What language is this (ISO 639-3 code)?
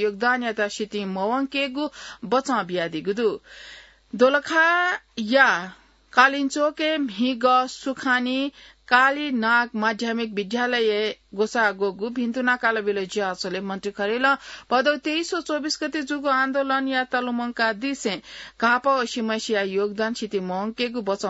new